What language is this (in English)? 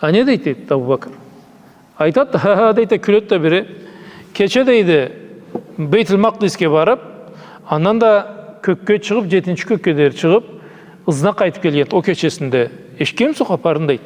Karachay-Balkar